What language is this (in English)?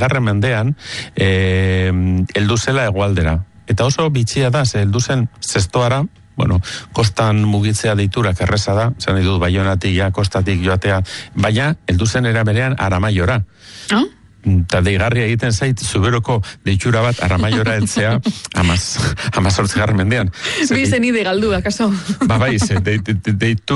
Basque